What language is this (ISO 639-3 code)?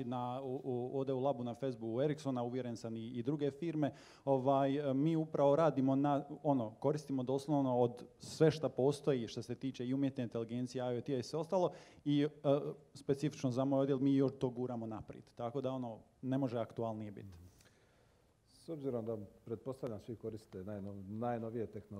hrv